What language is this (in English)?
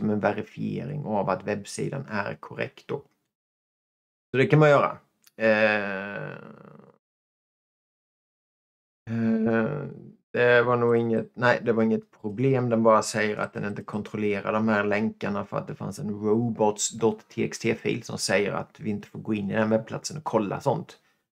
Swedish